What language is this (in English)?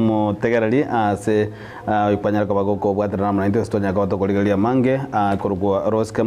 Gusii